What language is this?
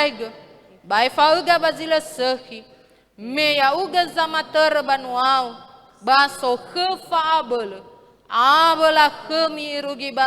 Nias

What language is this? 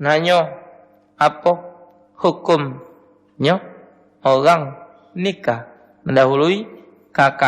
Musi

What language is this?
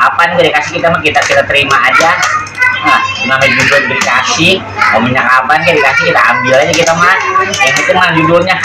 Betawi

